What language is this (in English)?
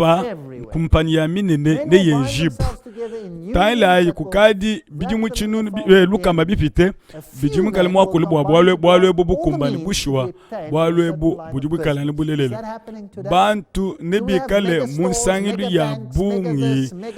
Luba-Lulua